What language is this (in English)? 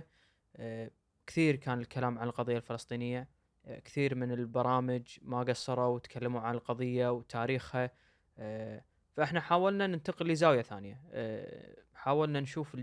Gulf Arabic